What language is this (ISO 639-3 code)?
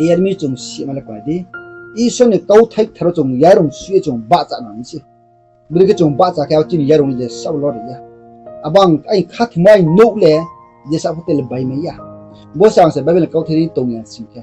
ria